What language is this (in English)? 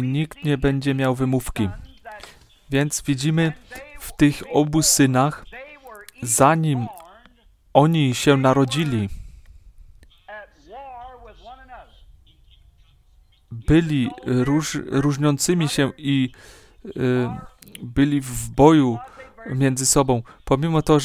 Polish